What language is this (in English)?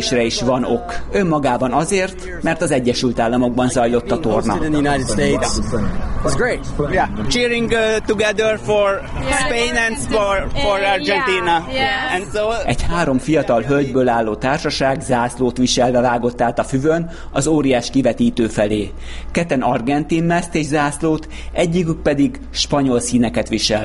Hungarian